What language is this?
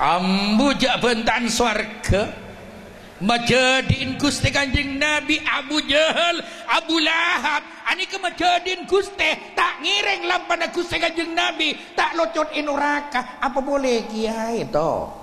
Madurese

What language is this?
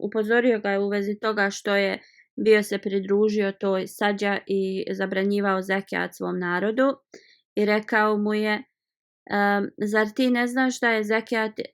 Bosnian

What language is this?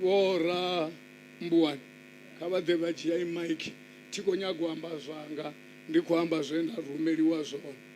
Venda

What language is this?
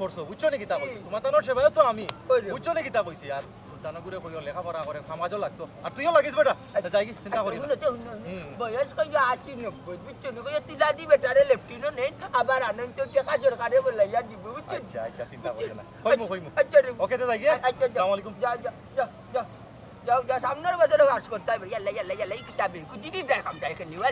Sylheti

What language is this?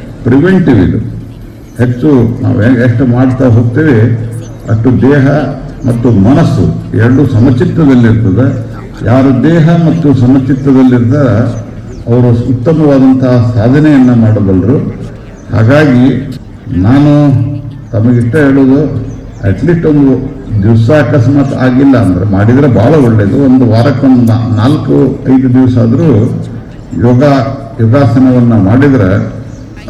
Kannada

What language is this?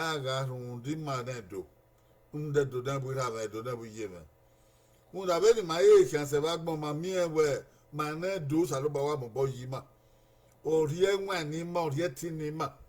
Bini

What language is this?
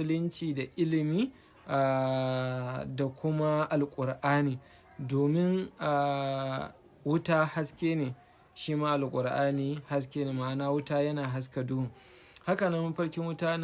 Hausa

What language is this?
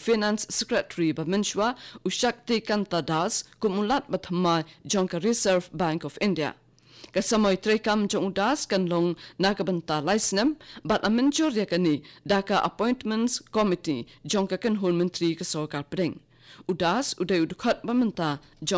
Khasi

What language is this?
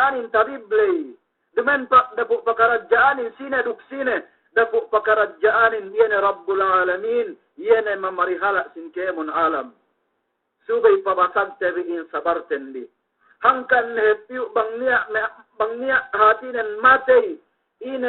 Yakan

